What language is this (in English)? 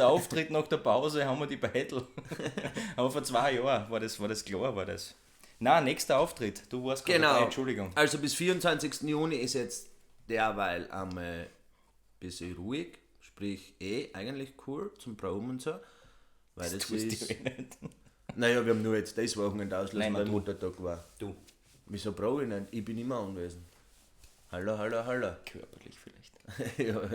Bavarian